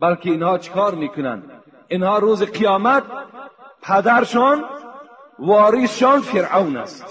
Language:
Tajik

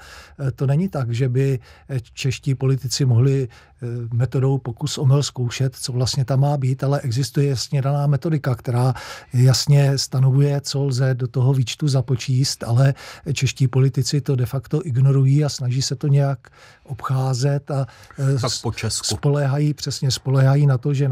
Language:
Czech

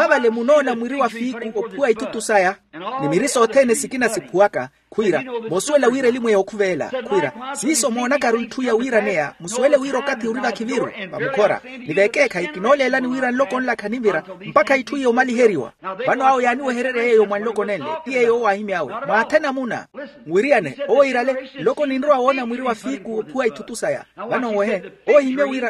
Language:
Makhuwa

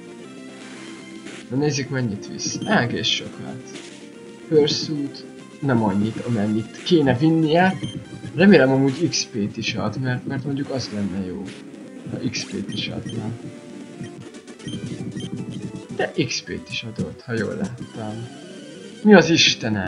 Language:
Hungarian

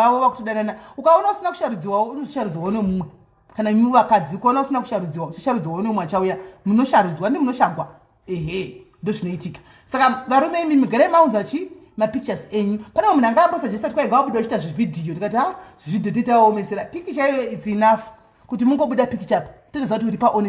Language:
Shona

